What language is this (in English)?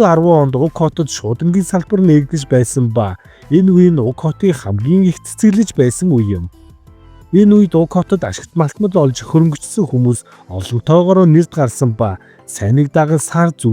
Mongolian